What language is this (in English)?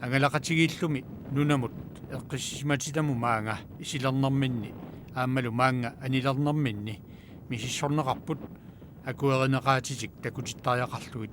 Kalaallisut